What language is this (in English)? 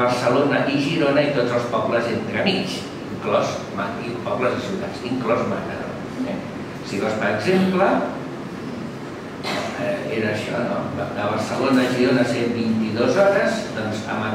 Catalan